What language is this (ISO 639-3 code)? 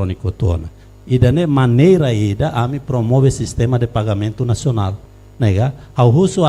tet